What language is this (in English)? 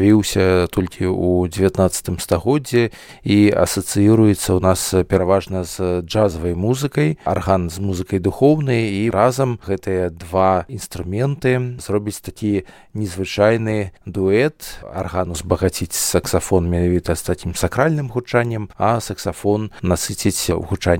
Belarusian